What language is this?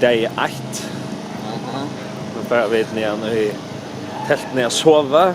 Faroese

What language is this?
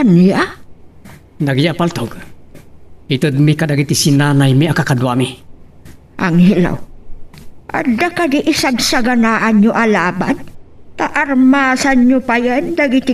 Iloko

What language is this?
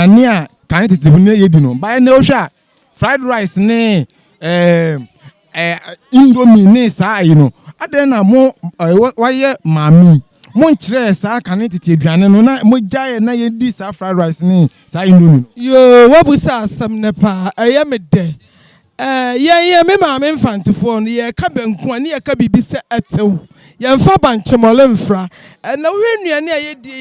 Akan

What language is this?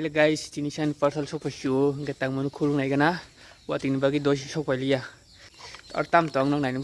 Kok Borok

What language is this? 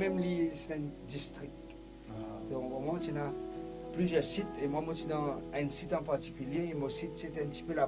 Morisyen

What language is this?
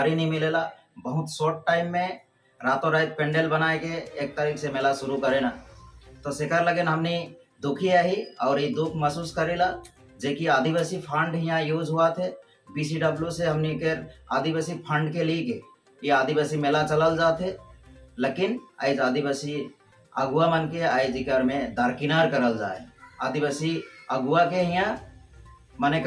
Sadri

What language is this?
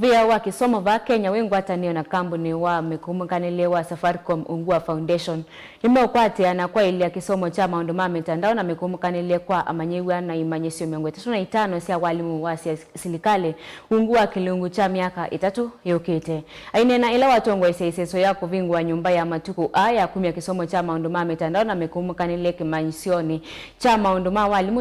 Kamba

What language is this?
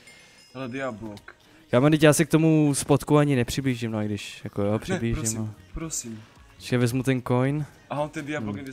Czech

